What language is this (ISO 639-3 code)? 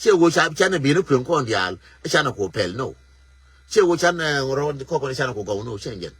nus